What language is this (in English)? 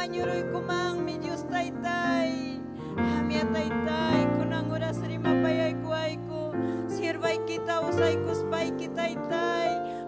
Ayacucho Quechua